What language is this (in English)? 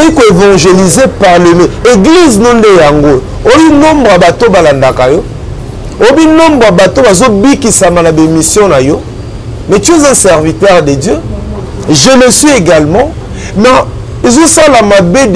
Lingala